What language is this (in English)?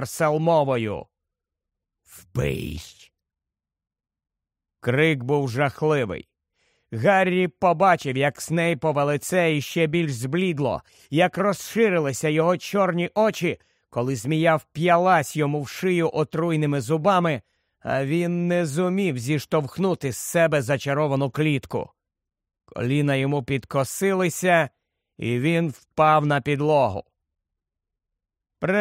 Ukrainian